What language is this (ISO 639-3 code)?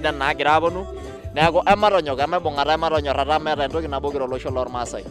mas